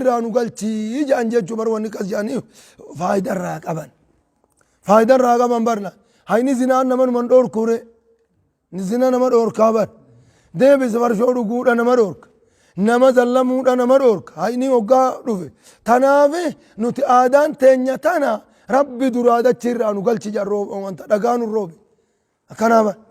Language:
Oromo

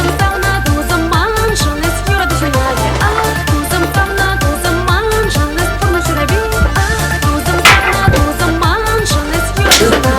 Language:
Chuvash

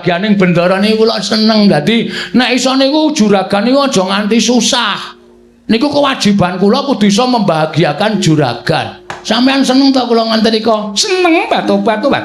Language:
Javanese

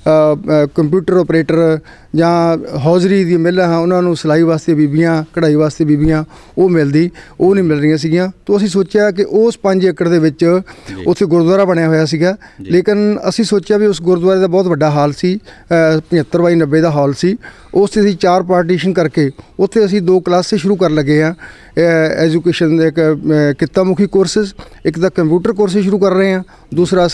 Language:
Punjabi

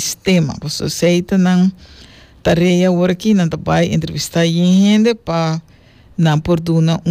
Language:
Papiamento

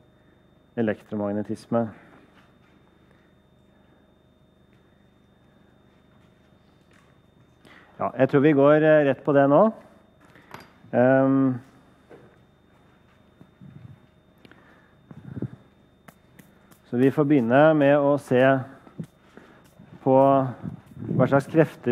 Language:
Norwegian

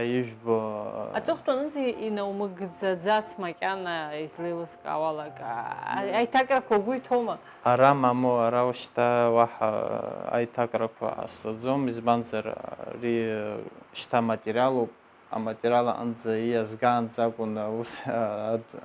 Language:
Abkhazian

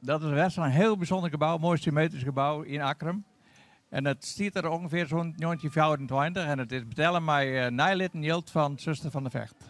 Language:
Western Frisian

